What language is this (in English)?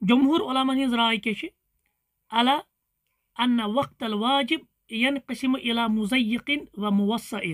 Kashmiri